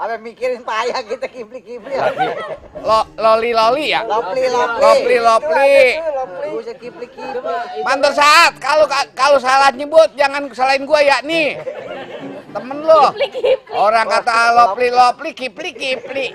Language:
Betawi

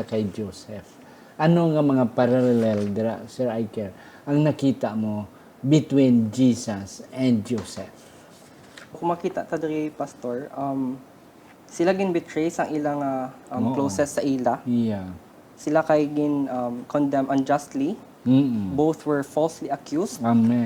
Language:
Hiligaynon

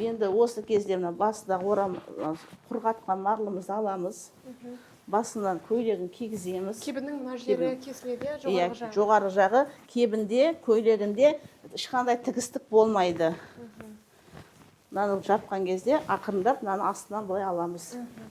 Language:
Kazakh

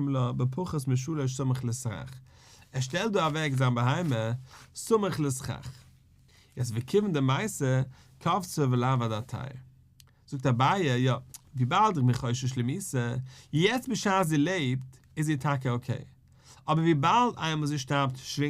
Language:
Yiddish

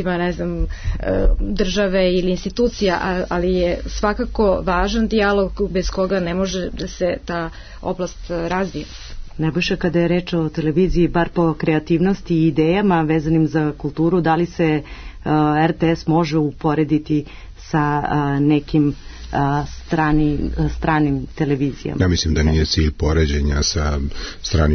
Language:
Serbian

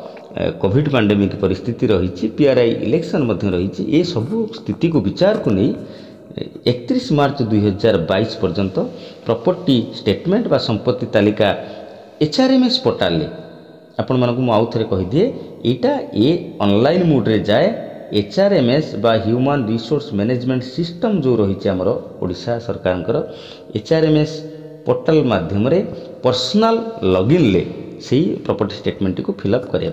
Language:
Odia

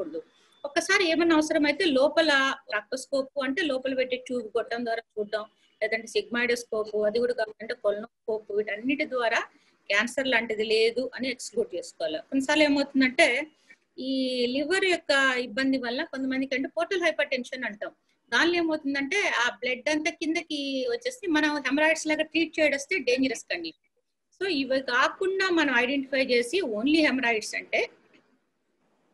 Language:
Telugu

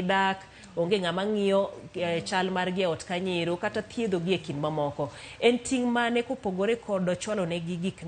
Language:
Luo (Kenya and Tanzania)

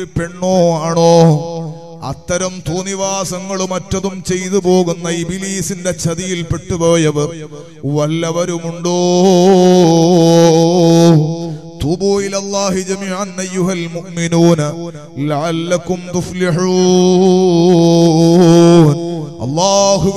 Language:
Malayalam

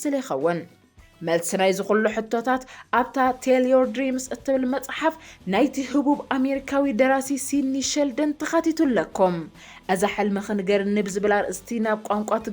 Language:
Tigrinya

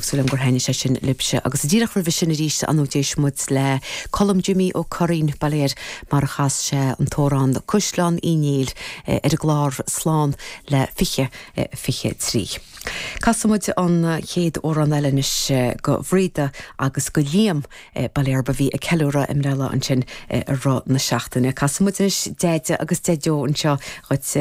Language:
Irish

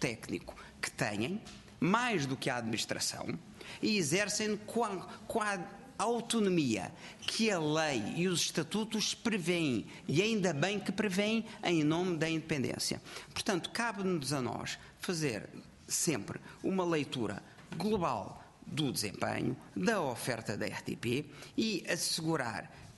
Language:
Portuguese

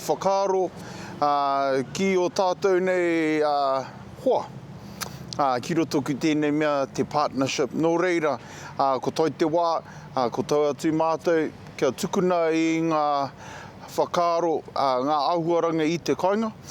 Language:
Māori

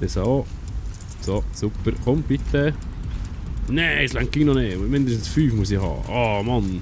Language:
Swiss German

